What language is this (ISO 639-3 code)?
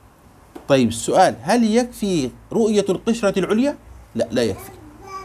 ara